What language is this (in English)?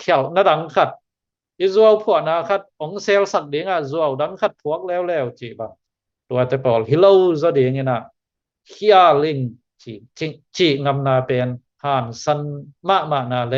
Tedim Chin